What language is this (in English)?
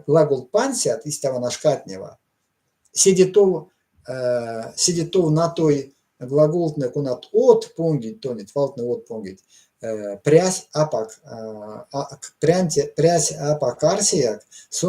Erzya